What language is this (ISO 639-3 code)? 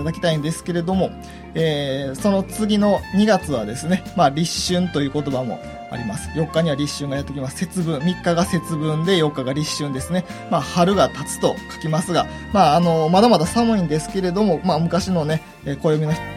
jpn